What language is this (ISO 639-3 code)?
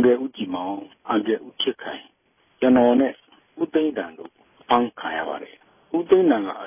mya